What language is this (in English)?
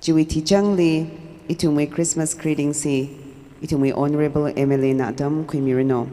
Tangkhul Naga (India)